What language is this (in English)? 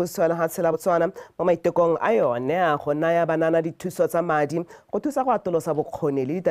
Tswana